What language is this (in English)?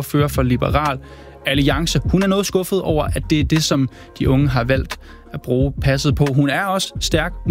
Danish